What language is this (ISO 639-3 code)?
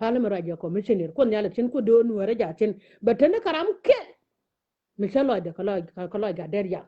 nus